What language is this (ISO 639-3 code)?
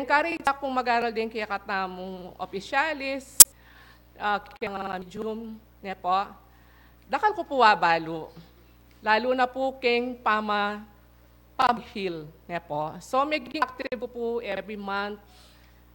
pam